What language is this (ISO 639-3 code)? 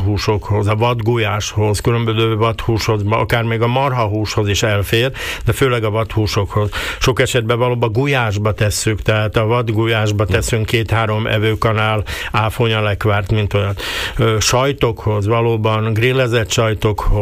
hun